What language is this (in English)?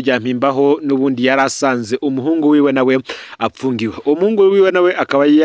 Rundi